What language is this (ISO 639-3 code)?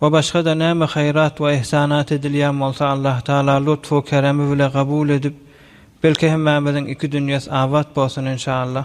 tuk